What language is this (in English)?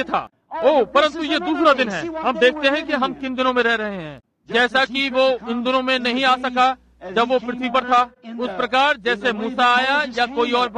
Hindi